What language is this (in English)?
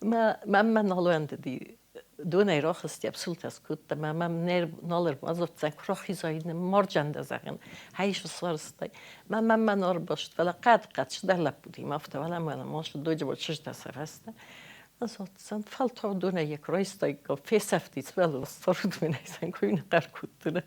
Ossetic